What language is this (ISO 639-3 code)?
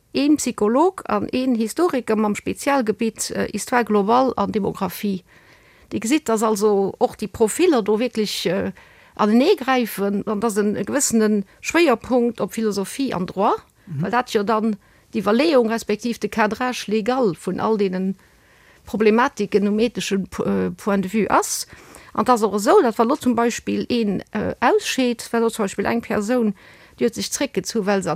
ltz